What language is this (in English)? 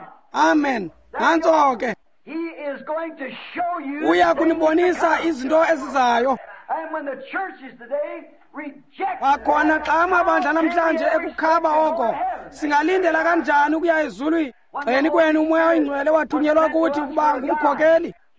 Xhosa